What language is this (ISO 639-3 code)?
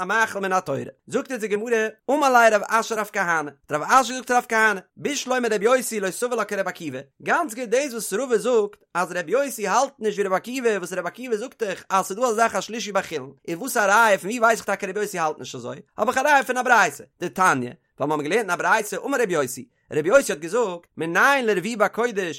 yid